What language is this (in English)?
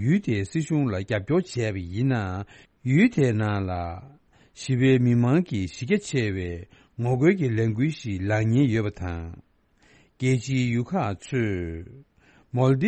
Tibetan